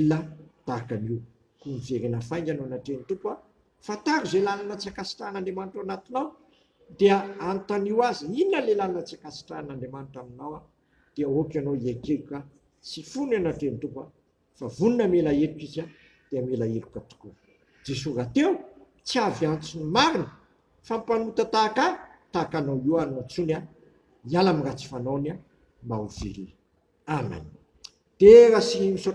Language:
Malagasy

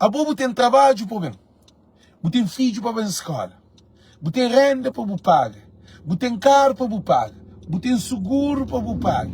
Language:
Kabuverdianu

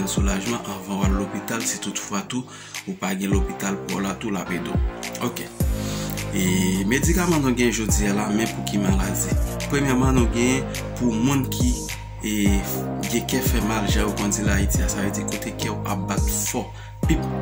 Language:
Haitian Creole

